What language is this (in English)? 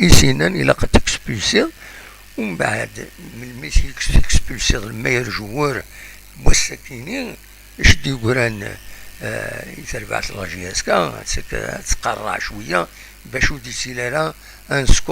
Kabyle